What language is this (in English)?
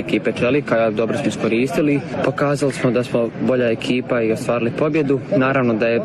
Bosnian